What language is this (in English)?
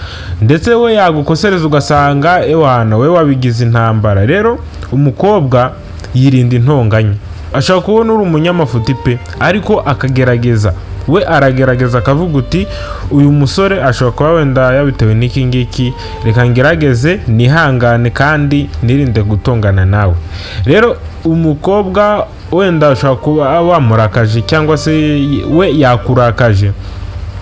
Kinyarwanda